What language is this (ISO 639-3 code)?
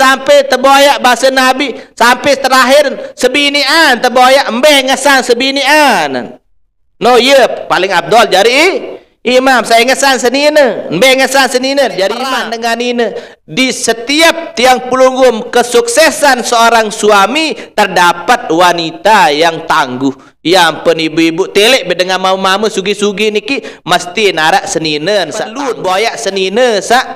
sas